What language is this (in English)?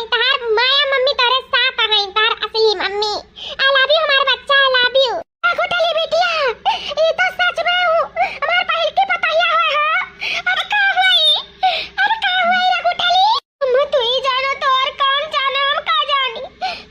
Awadhi